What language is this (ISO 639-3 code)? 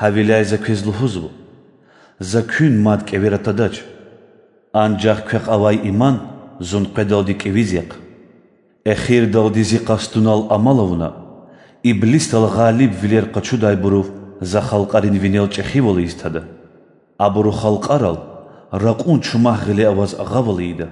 lez